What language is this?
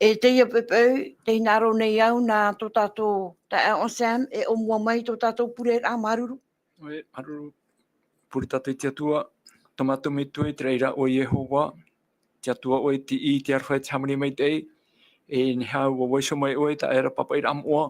Tahitian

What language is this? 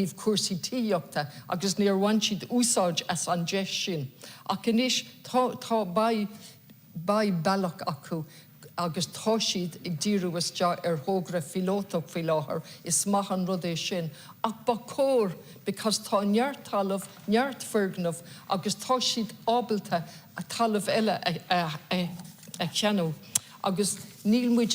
Irish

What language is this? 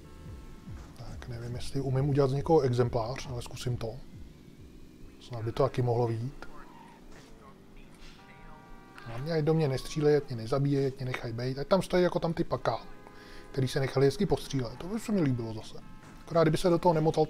Czech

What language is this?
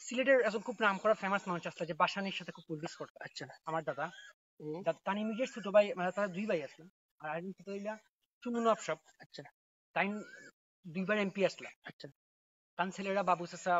Sylheti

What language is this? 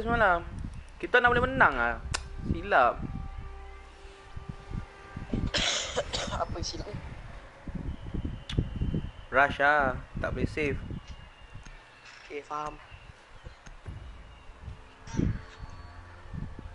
Malay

